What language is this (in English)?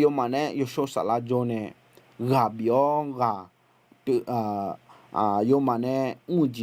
Akha